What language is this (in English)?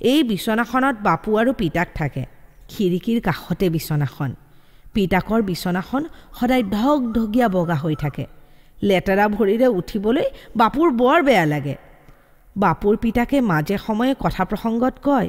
Assamese